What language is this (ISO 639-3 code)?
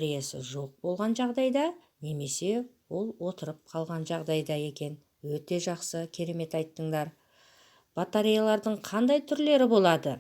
kaz